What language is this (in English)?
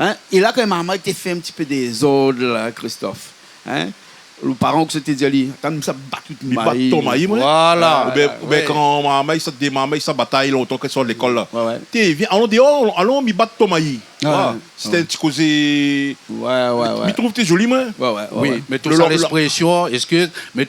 Réunion Creole French